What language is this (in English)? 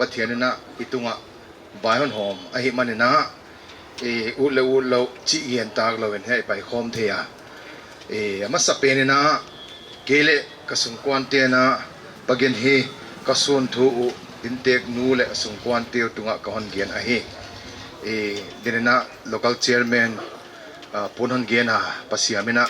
Paite Chin